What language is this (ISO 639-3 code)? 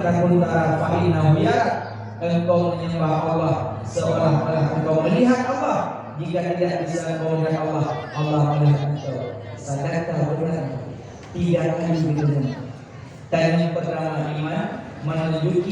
ace